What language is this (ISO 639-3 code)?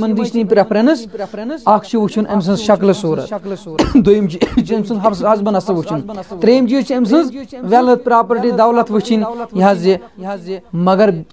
kas